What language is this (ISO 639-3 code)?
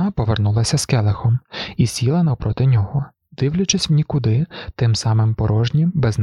ukr